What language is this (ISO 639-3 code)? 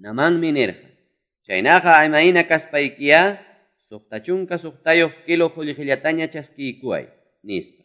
que